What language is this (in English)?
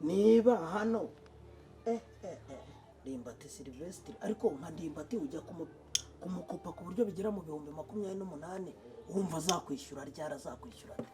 Kinyarwanda